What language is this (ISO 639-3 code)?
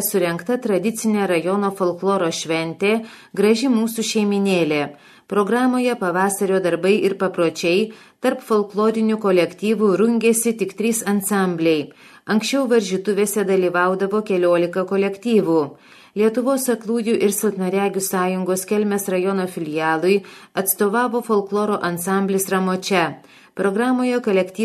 lit